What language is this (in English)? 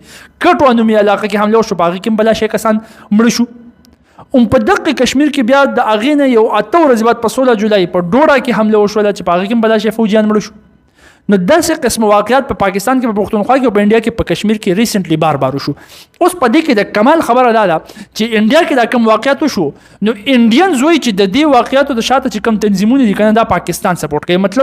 Pashto